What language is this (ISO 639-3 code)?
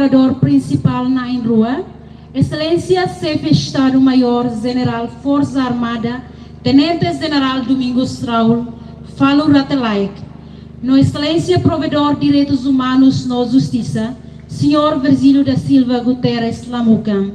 tet